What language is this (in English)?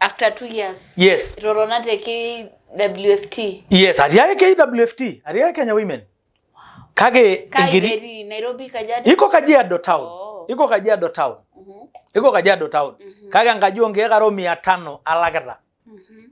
Masai